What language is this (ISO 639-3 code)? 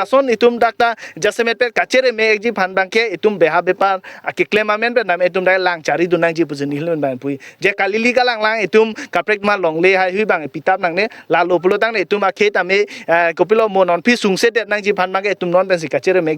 mjw